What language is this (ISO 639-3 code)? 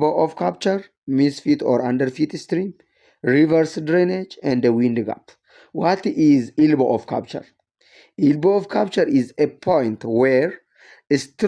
eng